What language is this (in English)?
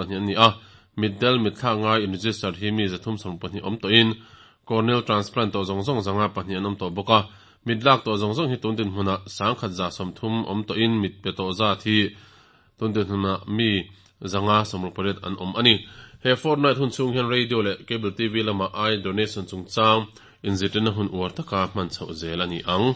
Mizo